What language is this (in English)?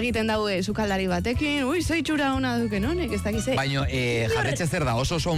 Basque